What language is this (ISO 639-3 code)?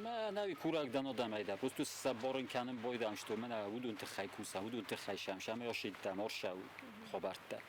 oss